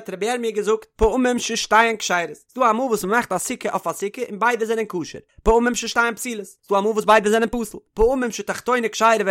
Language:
Yiddish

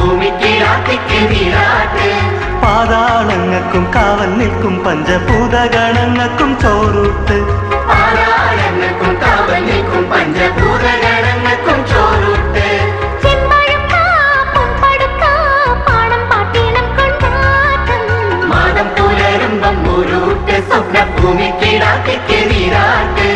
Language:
Malayalam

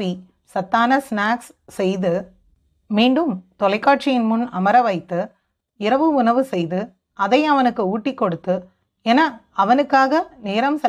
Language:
Tamil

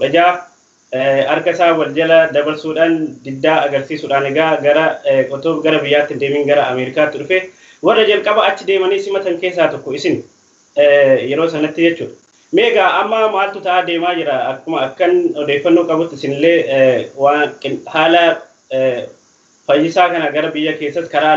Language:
Oromo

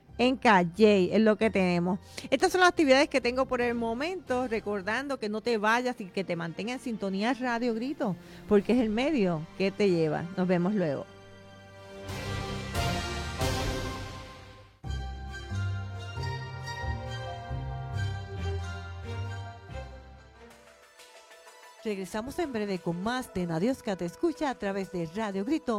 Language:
Spanish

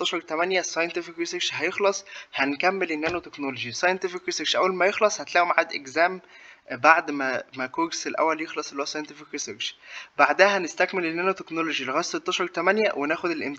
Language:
Egyptian Arabic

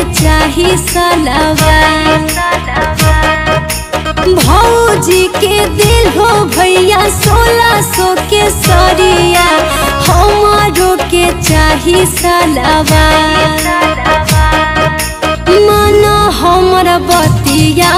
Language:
Bhojpuri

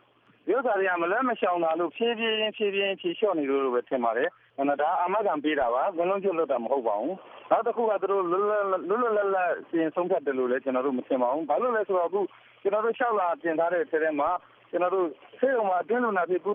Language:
Burmese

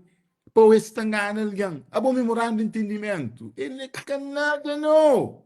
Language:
Kabuverdianu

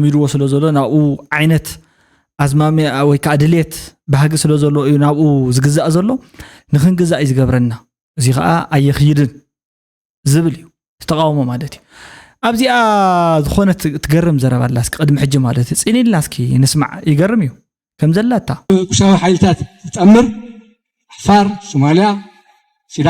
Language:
Tigrinya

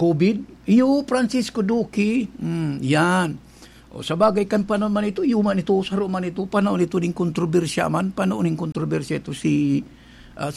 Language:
Bikol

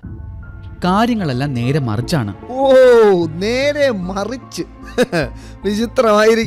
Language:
Malayalam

